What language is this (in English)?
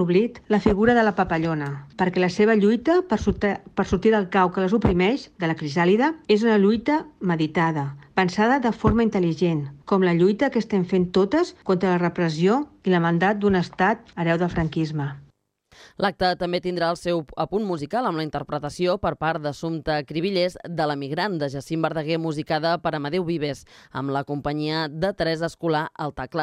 Catalan